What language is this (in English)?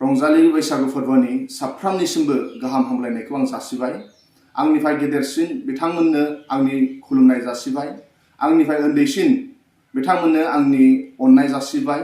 Bodo